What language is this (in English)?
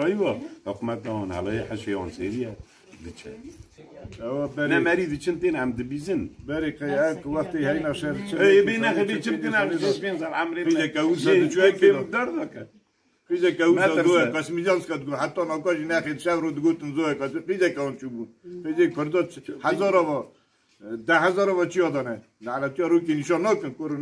Kurdish